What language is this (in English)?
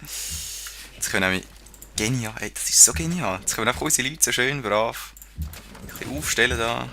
Swiss German